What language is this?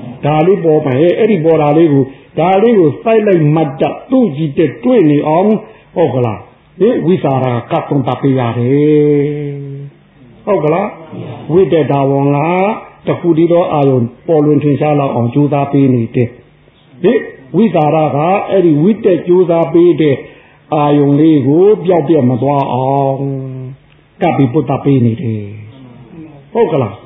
Burmese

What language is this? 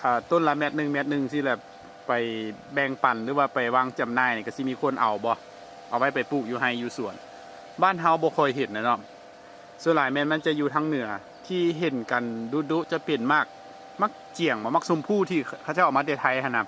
Lao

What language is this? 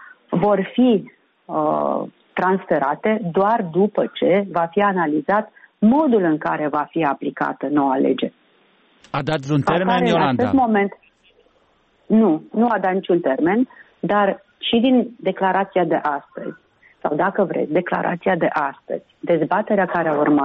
Romanian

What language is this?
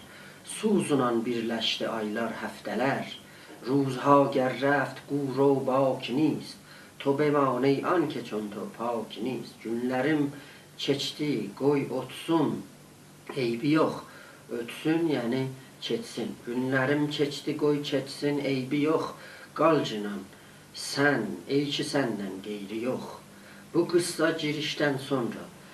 South Azerbaijani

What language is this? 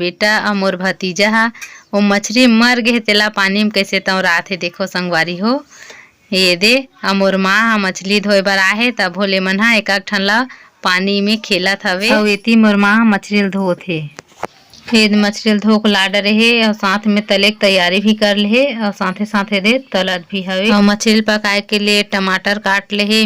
Chhattisgarhi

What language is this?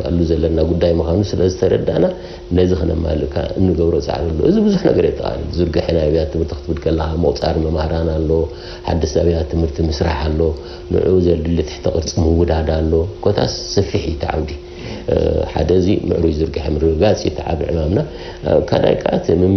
Tigrinya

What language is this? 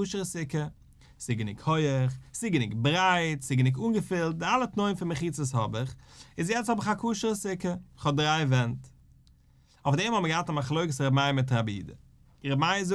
Yiddish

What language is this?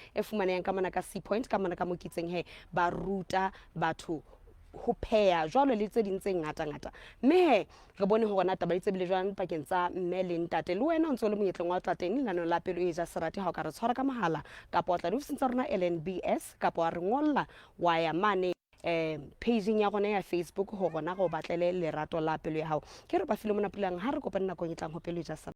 Southern Sotho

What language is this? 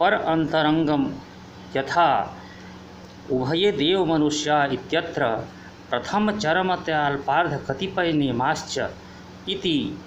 Sanskrit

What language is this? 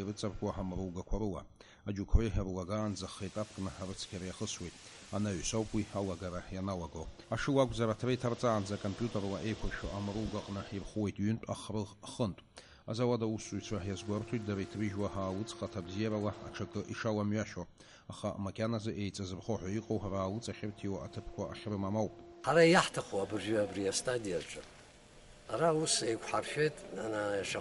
Abkhazian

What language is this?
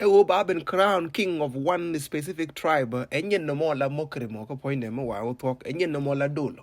Nuer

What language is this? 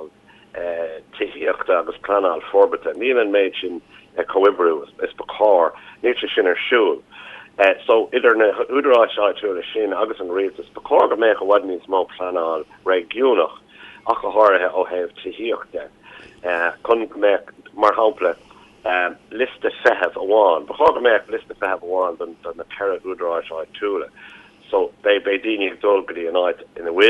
Irish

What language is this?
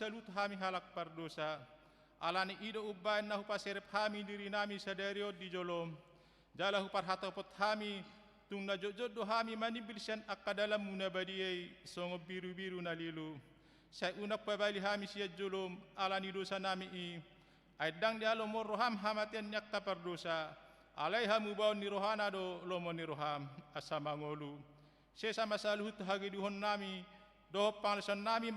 Batak Toba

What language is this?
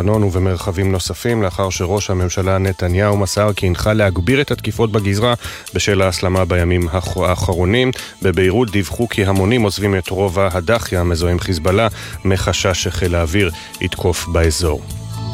Hebrew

